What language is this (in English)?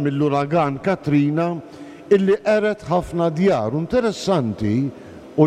Maltese